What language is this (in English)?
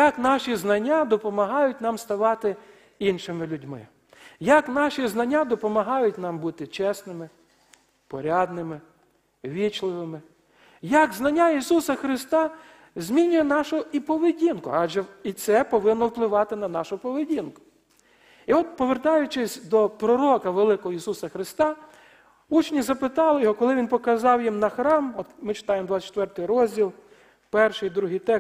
Ukrainian